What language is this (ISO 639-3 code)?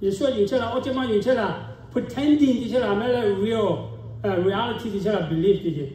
lhu